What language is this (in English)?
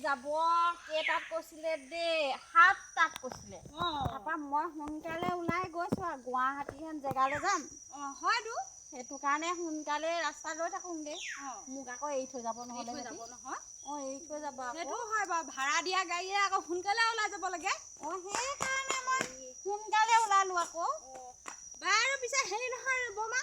Assamese